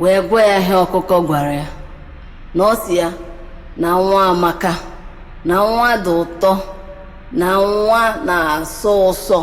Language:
Igbo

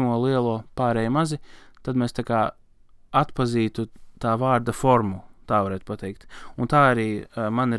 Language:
Latvian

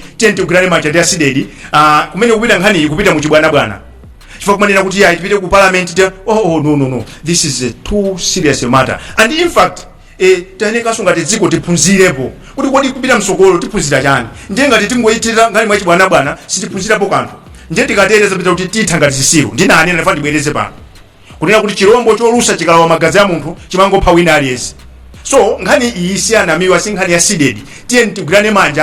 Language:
Nyanja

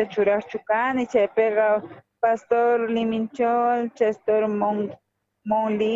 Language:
South Bolivian Quechua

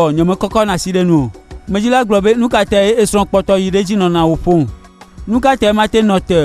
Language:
Gen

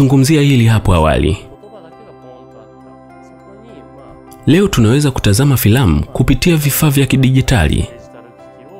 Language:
Swahili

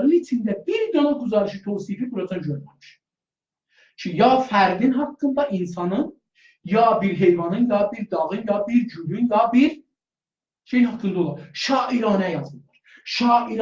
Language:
South Azerbaijani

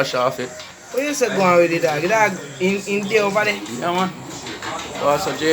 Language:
Jamaican Creole English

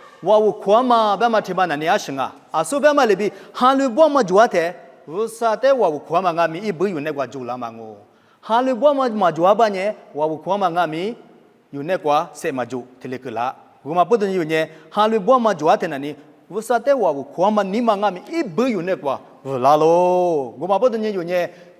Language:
Lisu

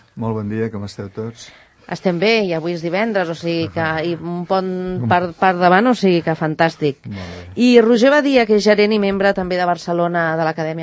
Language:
Catalan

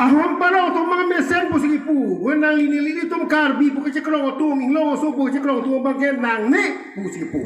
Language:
Karbi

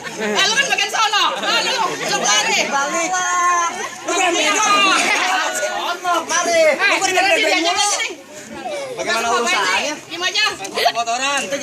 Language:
Betawi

